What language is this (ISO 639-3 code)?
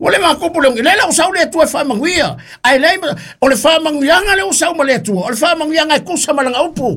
smo